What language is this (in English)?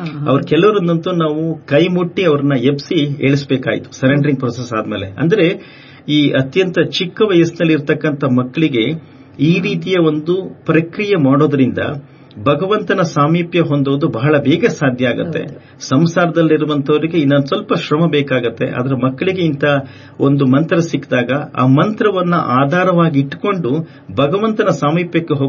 Kannada